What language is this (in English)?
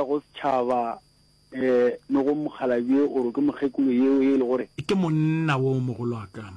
Northern Sotho